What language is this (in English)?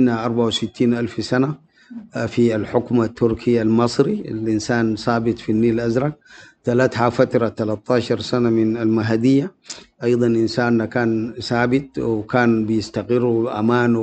Sudanese Arabic